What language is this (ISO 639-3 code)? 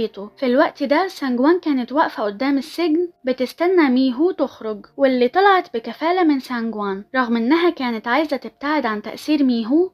arz